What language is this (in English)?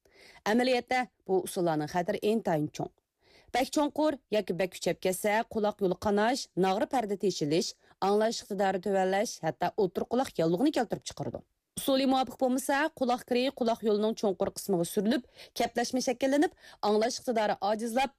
Uyghur